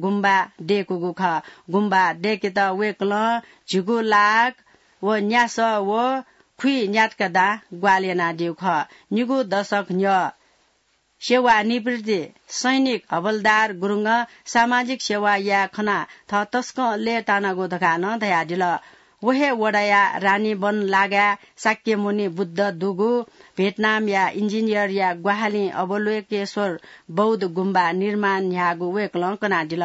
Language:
Newari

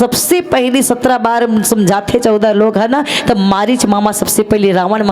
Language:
Chhattisgarhi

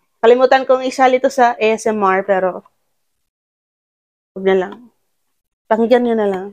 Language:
Filipino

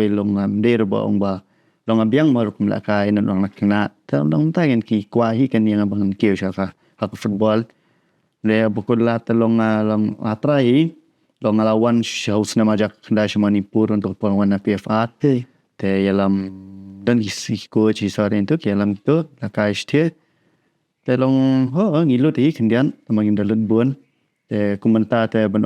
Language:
Khasi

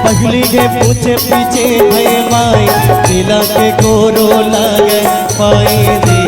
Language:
Chhattisgarhi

